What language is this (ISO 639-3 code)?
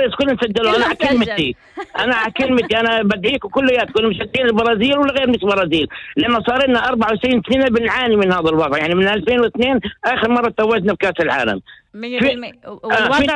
apc